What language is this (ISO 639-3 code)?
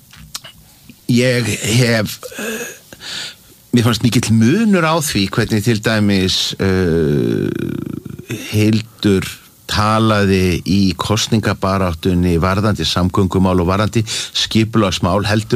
isl